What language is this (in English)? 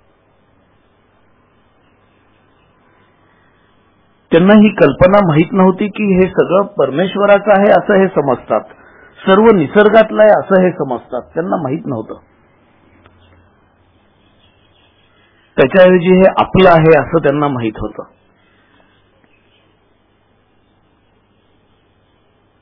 Marathi